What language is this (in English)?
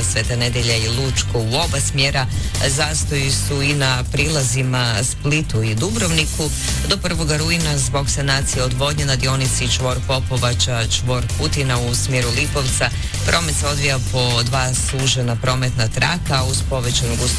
Croatian